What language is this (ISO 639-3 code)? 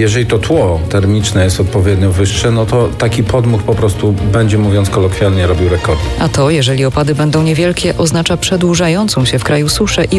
pol